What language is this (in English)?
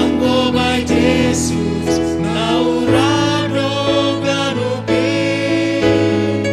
Batak Simalungun